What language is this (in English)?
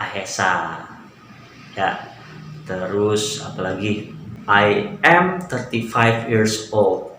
Betawi